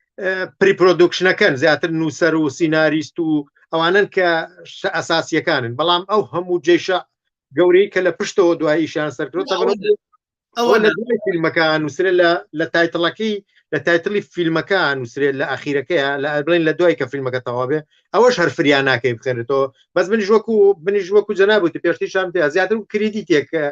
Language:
Central Kurdish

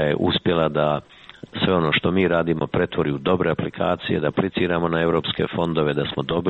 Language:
Croatian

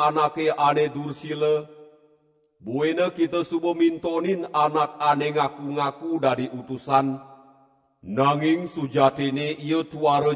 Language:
Balinese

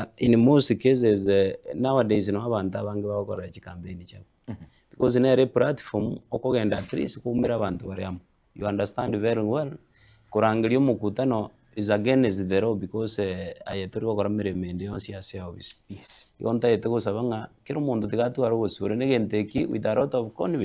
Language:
Gusii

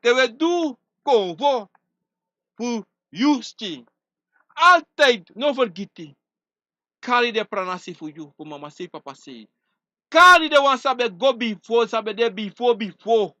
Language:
Sranan Tongo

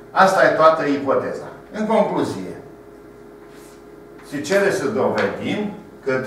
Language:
Romanian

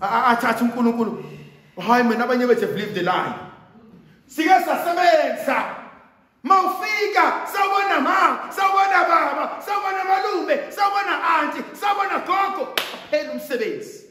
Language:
Zulu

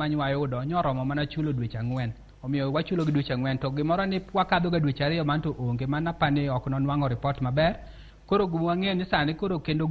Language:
Luo (Kenya and Tanzania)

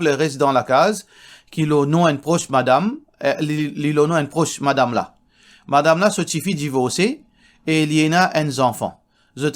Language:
Morisyen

